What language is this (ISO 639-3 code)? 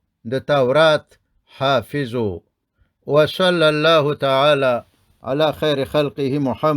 pus